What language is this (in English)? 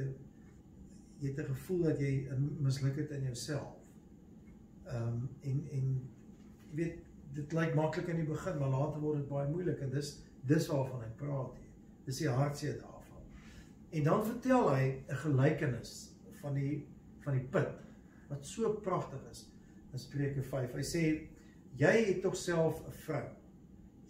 Afrikaans